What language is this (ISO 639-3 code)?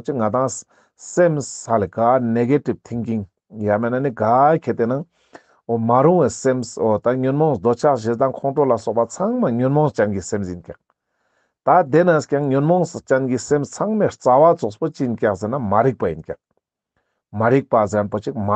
lbj